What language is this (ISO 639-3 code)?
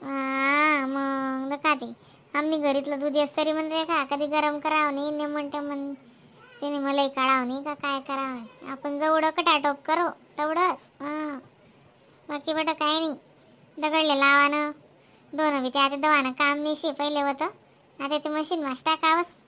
khn